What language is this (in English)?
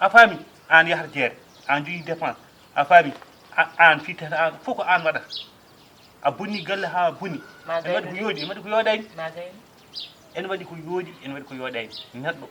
Fula